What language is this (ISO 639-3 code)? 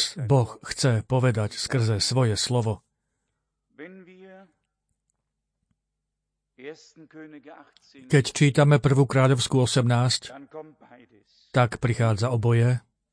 slk